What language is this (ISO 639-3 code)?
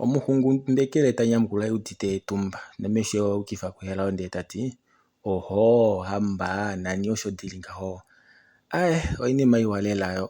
kua